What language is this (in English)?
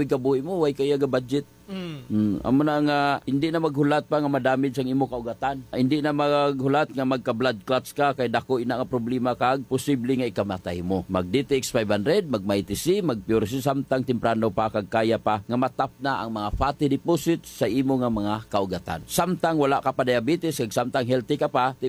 Hiligaynon